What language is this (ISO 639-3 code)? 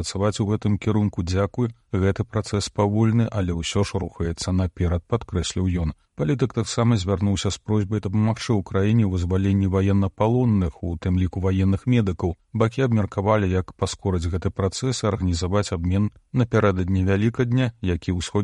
bel